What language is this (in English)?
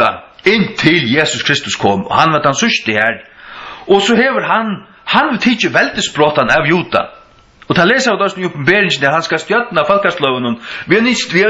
Faroese